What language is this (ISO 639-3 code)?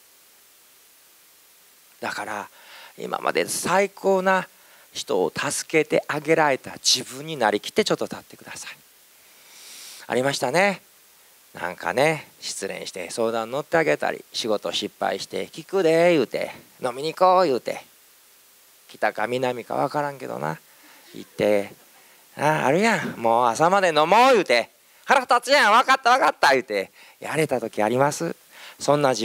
jpn